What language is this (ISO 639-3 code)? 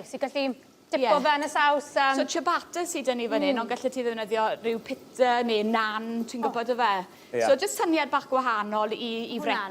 cym